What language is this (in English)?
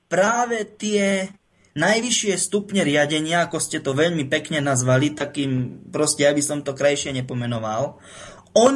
Slovak